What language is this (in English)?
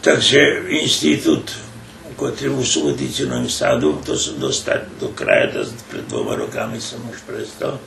Rusyn